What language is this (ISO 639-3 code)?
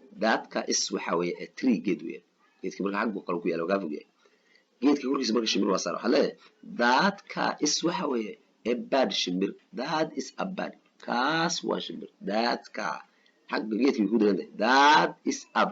som